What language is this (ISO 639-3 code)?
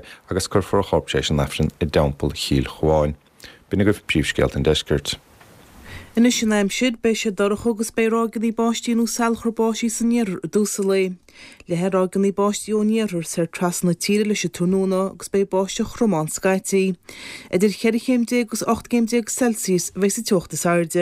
gle